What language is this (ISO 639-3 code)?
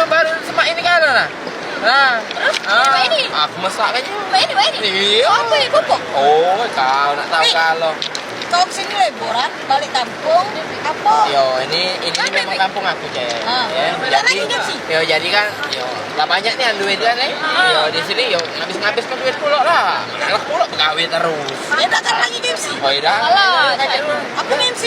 mui